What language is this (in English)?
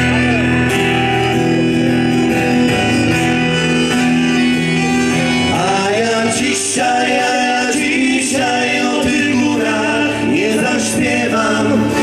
Polish